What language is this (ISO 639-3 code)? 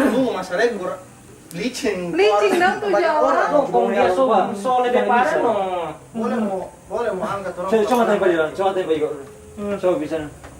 xmm